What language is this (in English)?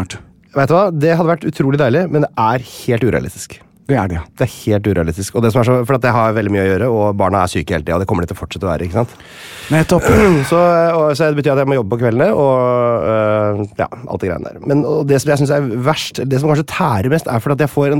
Norwegian